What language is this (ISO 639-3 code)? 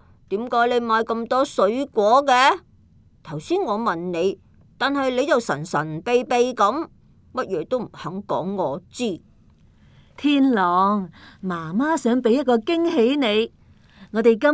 yue